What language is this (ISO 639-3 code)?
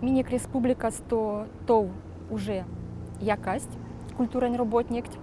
myv